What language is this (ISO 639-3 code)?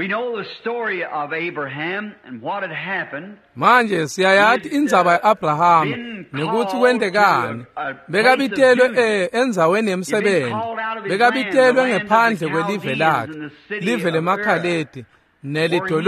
ssw